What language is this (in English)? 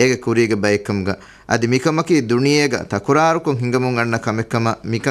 Divehi